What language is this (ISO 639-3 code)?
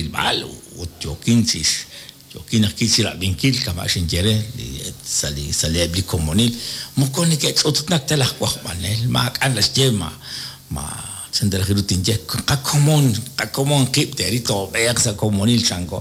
kek